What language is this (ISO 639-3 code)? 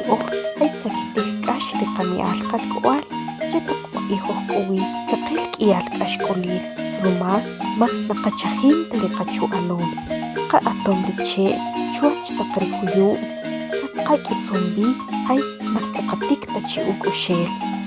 acr